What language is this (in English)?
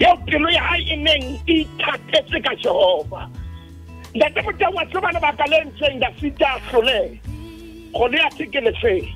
Southern Sotho